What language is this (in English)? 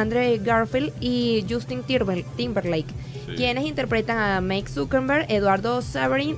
Spanish